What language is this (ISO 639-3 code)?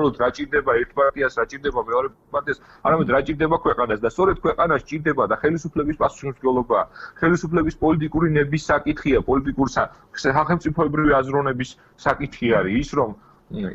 kat